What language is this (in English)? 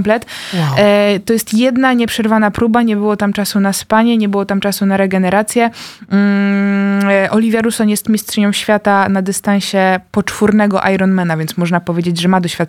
Polish